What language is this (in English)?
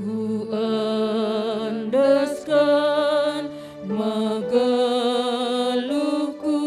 Batak Karo